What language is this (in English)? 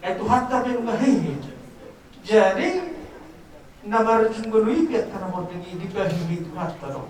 Batak Toba